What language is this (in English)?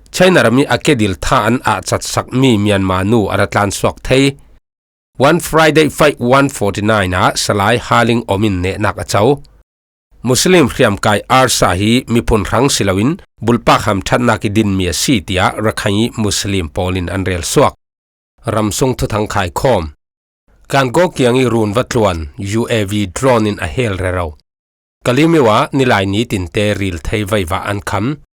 Falam Chin